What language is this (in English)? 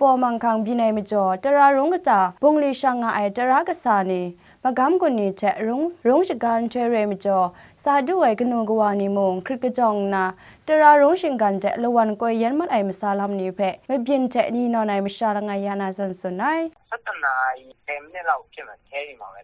Kachin